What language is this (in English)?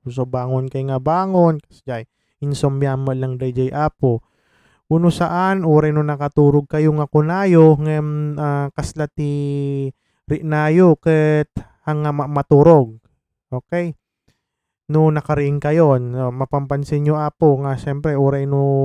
Iloko